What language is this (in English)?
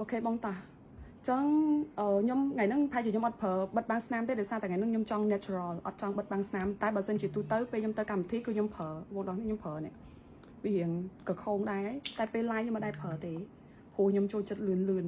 Khmer